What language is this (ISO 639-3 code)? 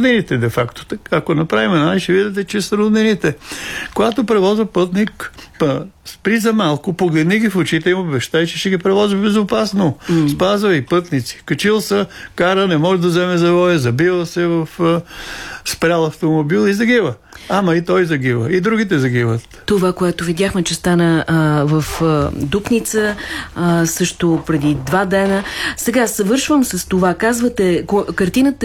bul